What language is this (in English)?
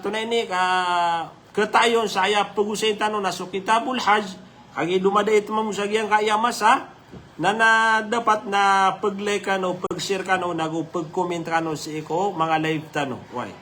Maranao